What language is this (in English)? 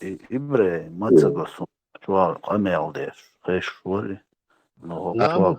Chechen